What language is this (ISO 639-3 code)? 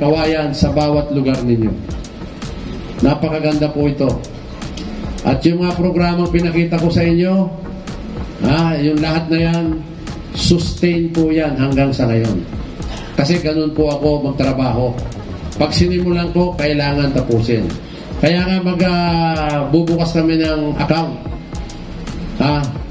fil